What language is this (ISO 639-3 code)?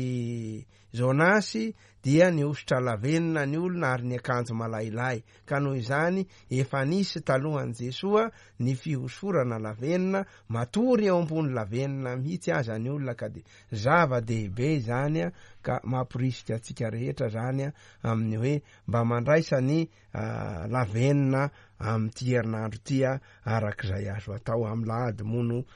mlg